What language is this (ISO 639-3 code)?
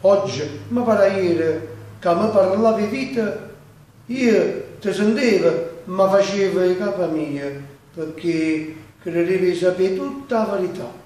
nap